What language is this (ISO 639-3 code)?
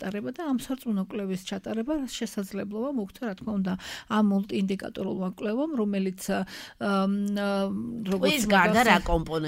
kat